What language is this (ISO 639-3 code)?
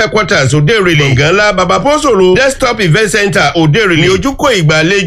yor